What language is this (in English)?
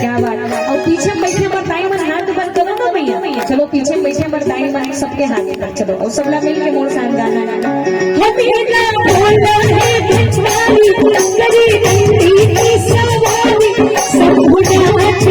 Chhattisgarhi